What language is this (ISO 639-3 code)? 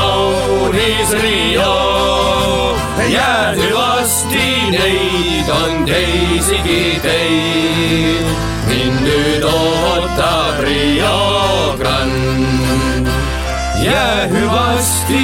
est